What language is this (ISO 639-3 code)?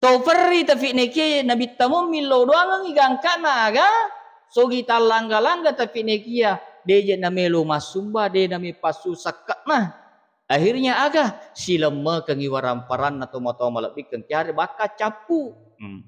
bug